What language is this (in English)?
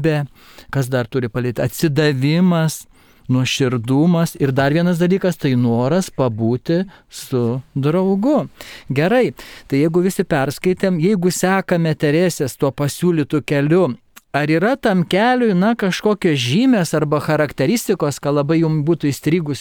Lithuanian